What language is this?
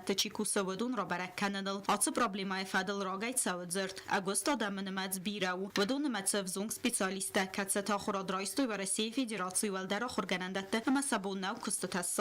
Ossetic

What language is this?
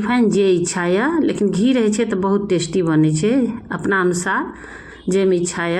Maithili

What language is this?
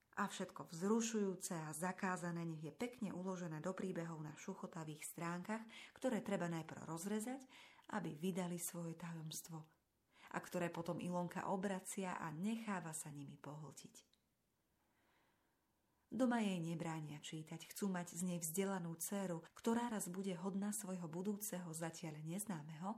Slovak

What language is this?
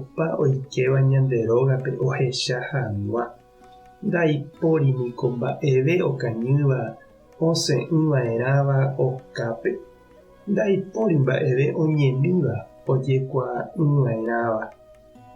Guarani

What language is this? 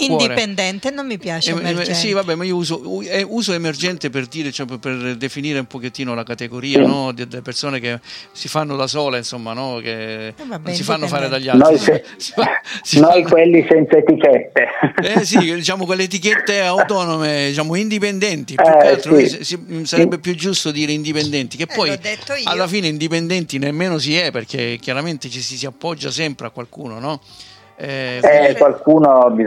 Italian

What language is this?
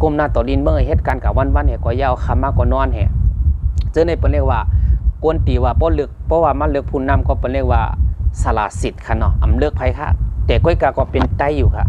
Shan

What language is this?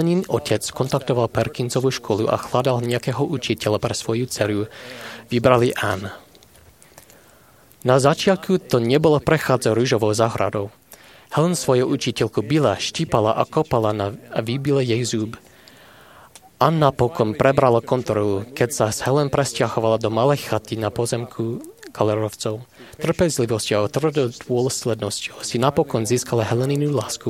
Slovak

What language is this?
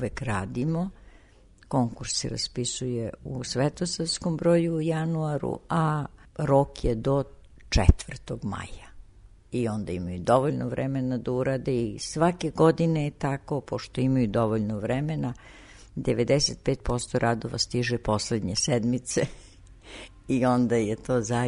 Serbian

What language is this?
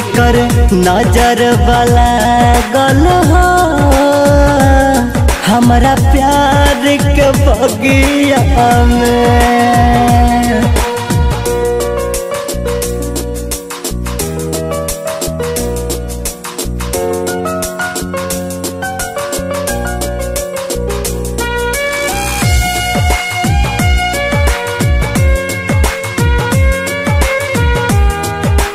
Bhojpuri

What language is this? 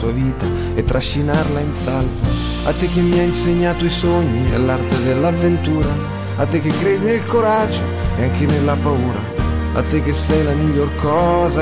Italian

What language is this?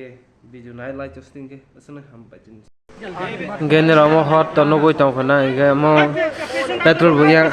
Kok Borok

